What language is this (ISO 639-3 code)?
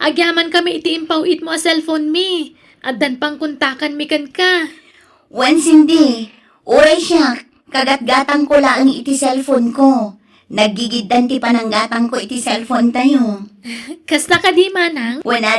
ilo